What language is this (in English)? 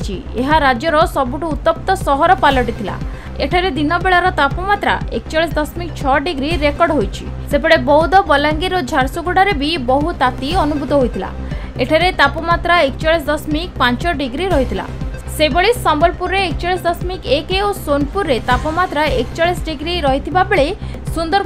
Odia